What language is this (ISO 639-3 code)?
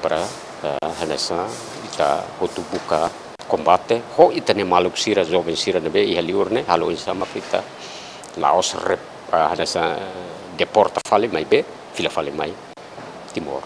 tet